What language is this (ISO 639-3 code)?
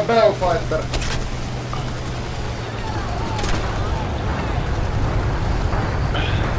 fin